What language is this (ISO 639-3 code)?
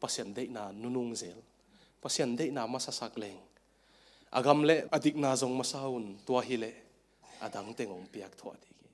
ctd